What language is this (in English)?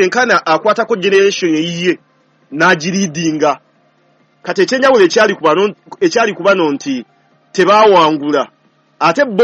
Ganda